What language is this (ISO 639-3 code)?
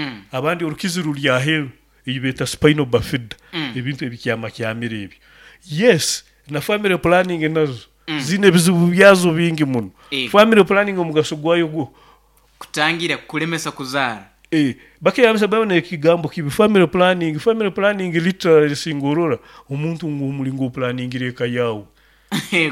nyo